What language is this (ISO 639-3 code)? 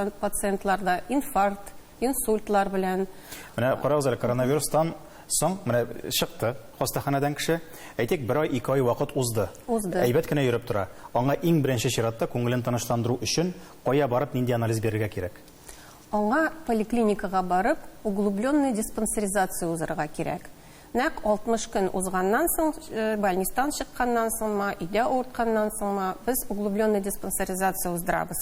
tat